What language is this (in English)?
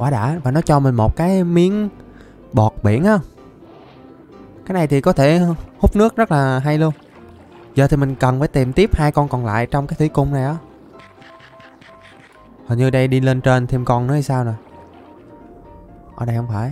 Vietnamese